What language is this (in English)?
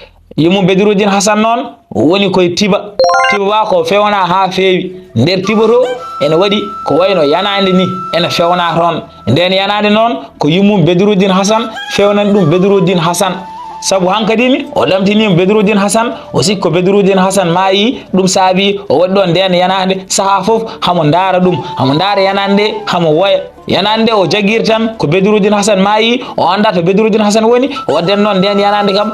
Fula